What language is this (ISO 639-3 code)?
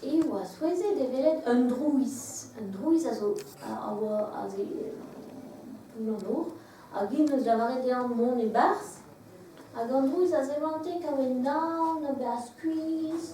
bre